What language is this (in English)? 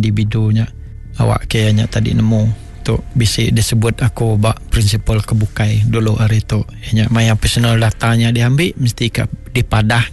Iban